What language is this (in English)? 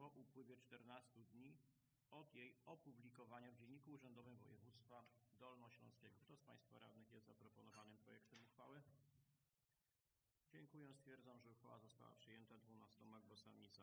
Polish